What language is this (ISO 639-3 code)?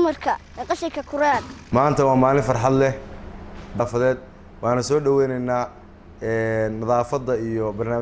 som